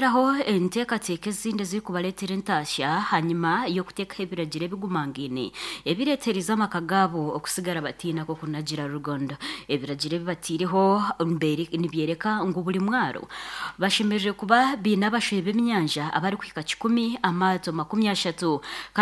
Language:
Nyankole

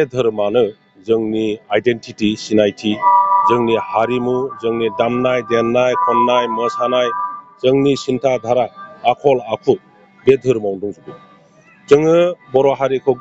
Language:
Bodo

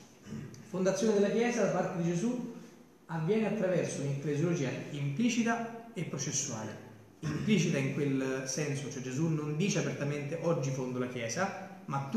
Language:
Italian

